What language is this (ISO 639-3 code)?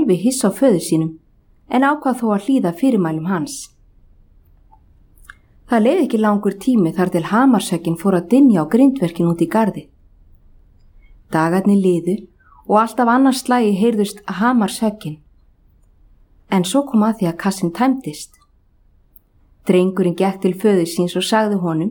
isl